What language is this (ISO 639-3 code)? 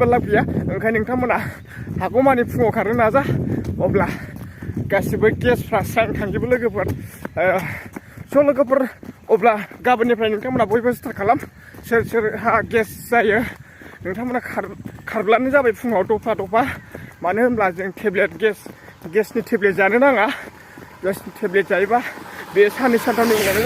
brx